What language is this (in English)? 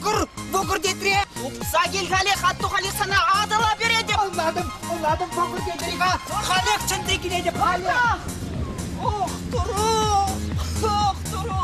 Chuvash